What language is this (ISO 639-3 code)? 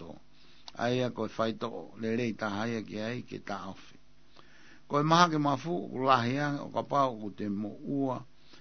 ton